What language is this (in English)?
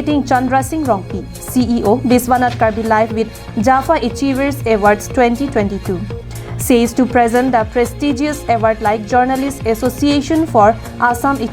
Karbi